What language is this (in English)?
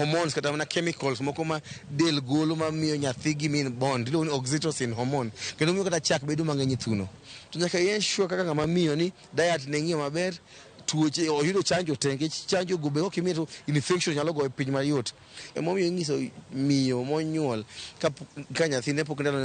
Luo (Kenya and Tanzania)